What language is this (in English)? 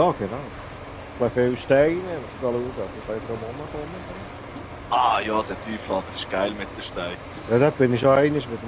Swiss German